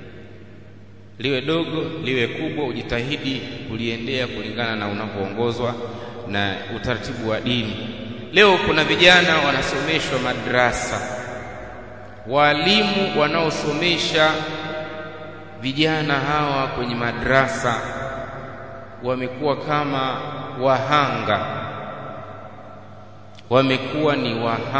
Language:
Swahili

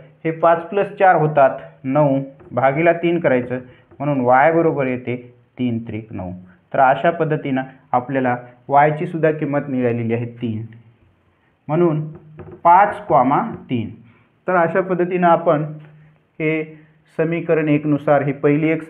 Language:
Marathi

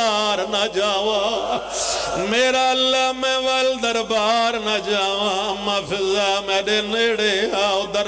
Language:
Pahari-Potwari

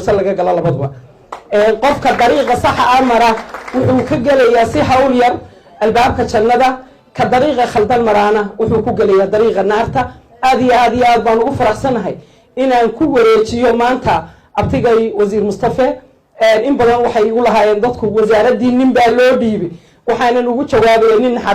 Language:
Somali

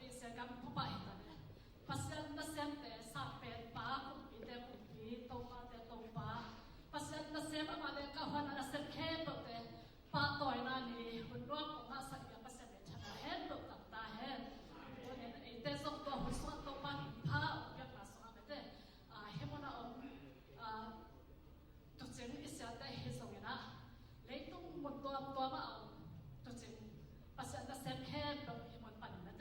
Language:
Tedim Chin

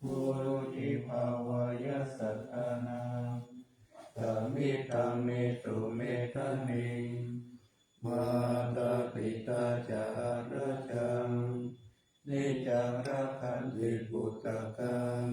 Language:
Pali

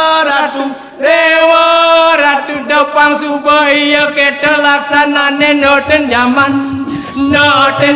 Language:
Balinese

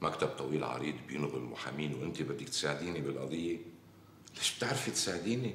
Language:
North Levantine Arabic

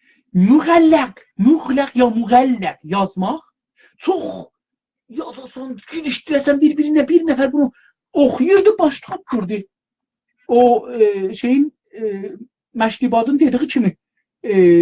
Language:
South Azerbaijani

